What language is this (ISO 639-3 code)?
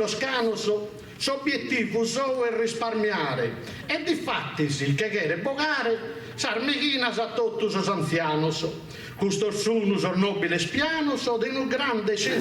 srd